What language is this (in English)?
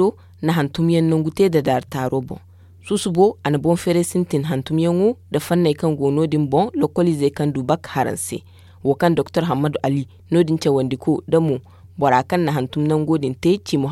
Zarma